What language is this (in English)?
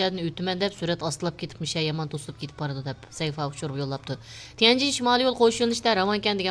Uyghur